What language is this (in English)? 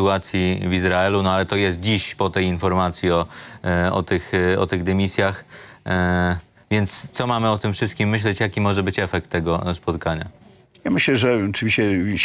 Polish